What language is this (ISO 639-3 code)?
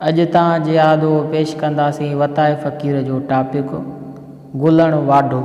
snd